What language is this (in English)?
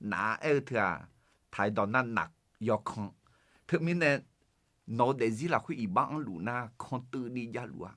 Akha